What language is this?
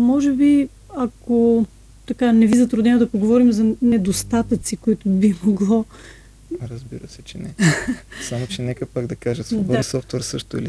Bulgarian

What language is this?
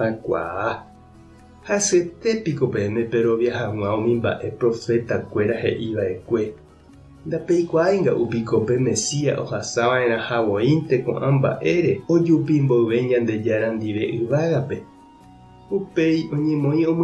Guarani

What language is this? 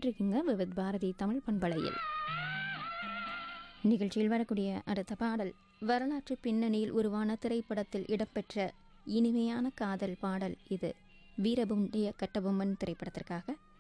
Tamil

